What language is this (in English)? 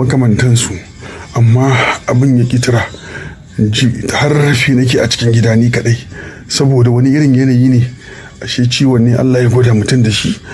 Hausa